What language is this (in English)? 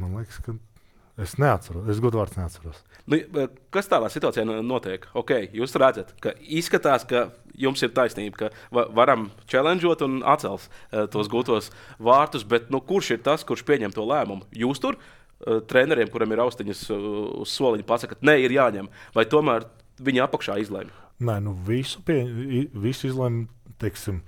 Latvian